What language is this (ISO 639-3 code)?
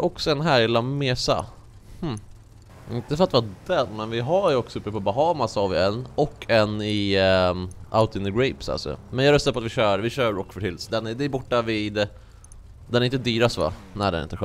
swe